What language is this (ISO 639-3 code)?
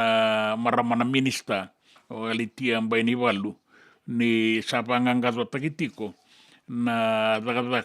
fij